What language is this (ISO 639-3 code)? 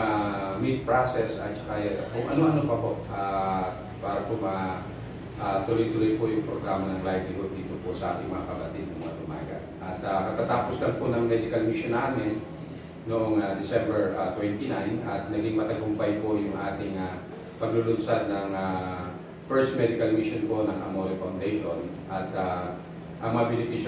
fil